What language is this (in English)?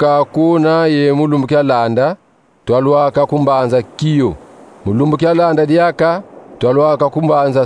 Kongo